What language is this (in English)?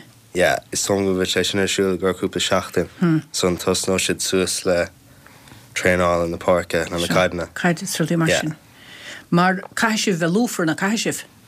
Irish